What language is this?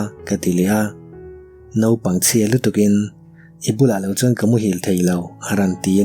Mizo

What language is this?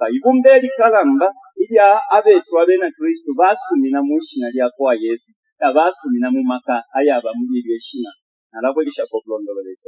Bemba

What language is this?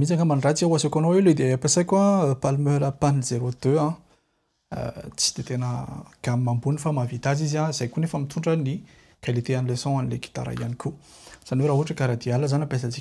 Malagasy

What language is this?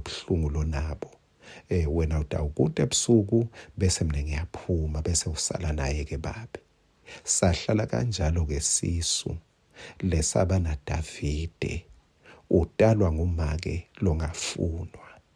Swati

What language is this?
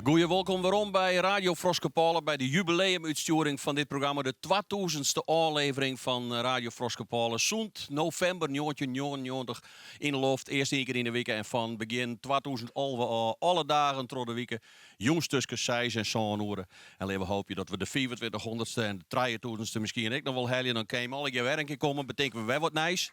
Western Frisian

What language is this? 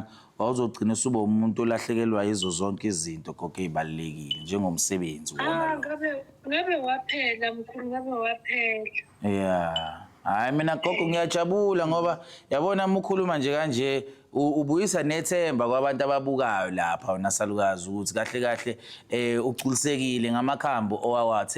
Zulu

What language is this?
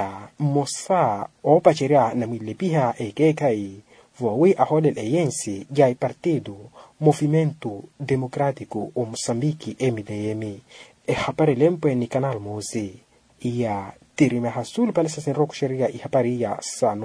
Makhuwa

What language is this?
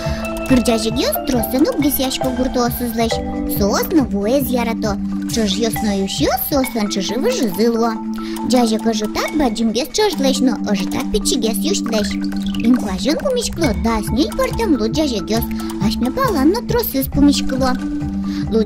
Udmurt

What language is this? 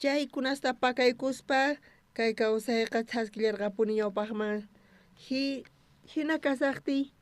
South Bolivian Quechua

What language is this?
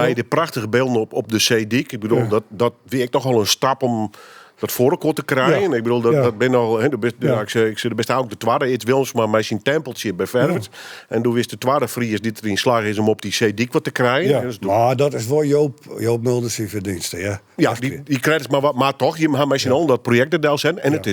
Western Frisian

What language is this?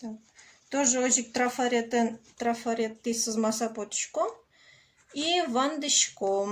Udmurt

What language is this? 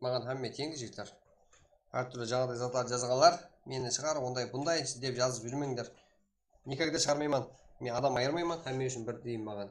Kara-Kalpak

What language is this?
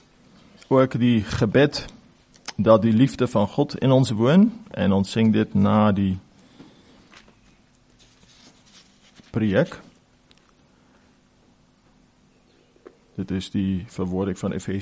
Afrikaans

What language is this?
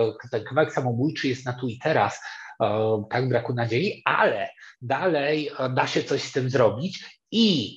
Polish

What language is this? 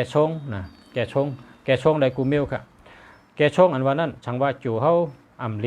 Shan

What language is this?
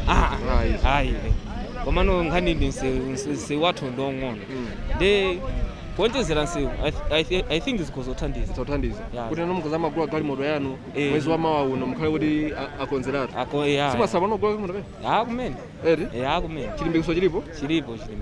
Nyanja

